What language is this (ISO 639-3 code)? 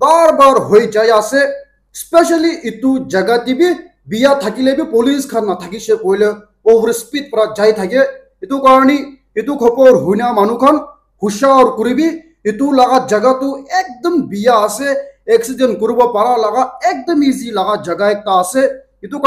nag